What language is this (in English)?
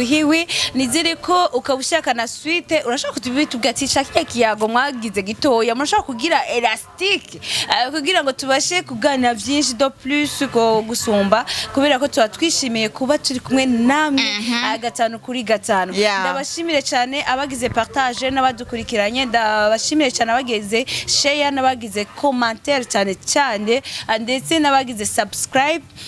Rundi